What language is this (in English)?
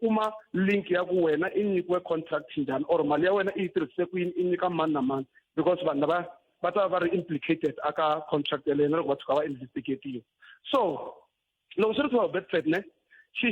Tsonga